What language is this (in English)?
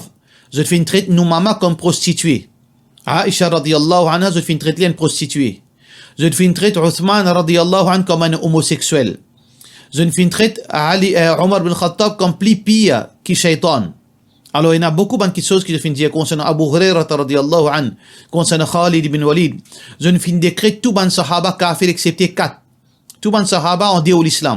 Morisyen